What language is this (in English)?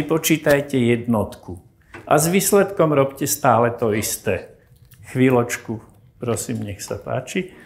Slovak